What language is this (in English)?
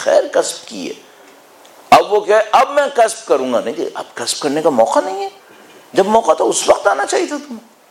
Urdu